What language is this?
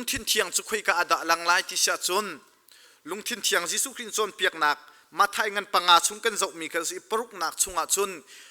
Hakha Chin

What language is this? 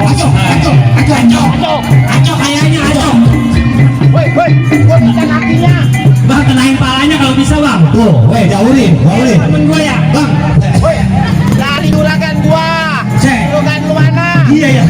Betawi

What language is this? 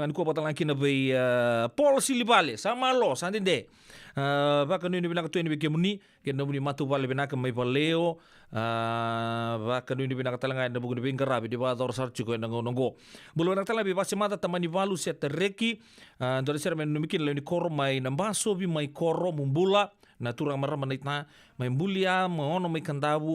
Fijian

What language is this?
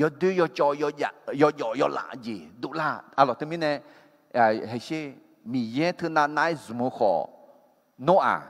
Akha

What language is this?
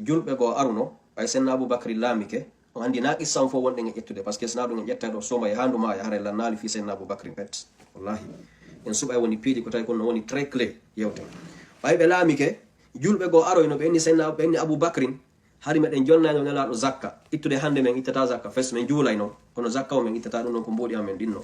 Fula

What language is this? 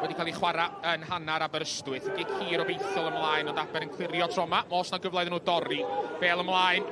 Welsh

